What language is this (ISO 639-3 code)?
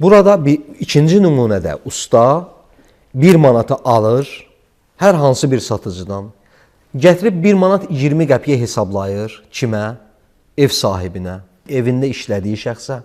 aze